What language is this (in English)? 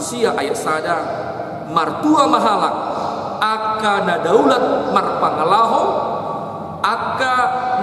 Batak Toba